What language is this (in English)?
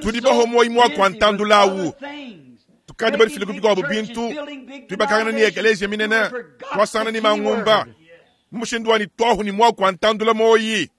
Luba-Lulua